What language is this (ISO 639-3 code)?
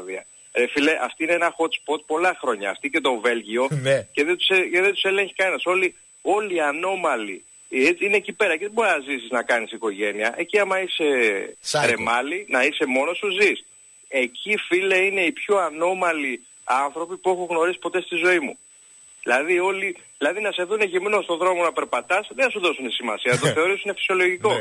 ell